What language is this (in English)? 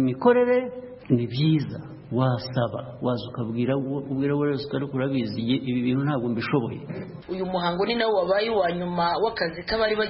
Kinyarwanda